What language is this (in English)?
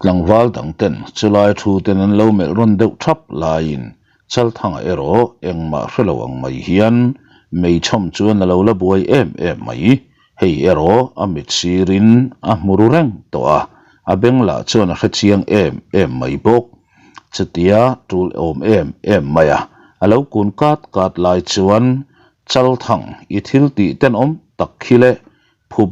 Mizo